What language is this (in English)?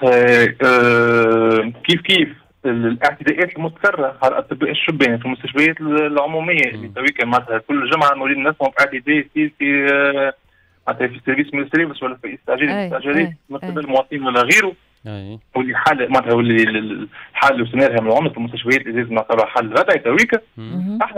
Tunisian Arabic